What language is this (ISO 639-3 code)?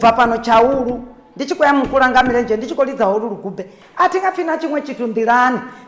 ven